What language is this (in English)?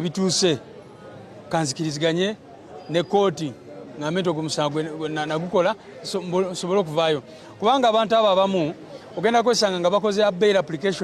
Ganda